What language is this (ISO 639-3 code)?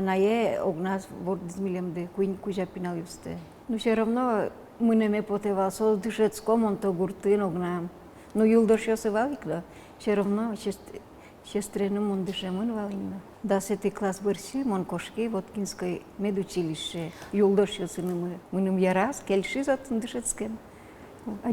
udm